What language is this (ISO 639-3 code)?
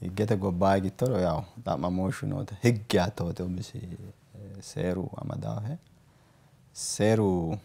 sid